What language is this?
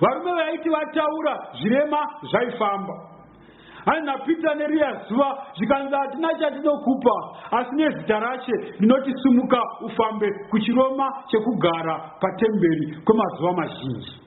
Shona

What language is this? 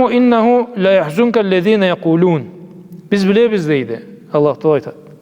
Karachay-Balkar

